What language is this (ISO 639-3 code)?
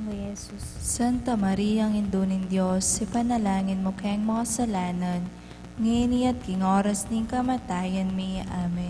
pam